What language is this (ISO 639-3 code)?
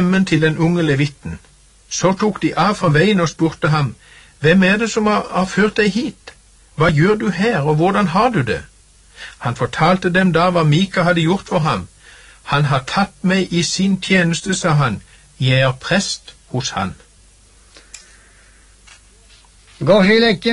nor